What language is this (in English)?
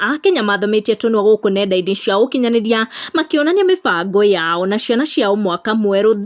Kikuyu